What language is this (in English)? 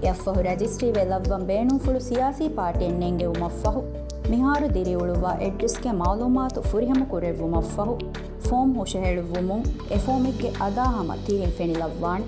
Divehi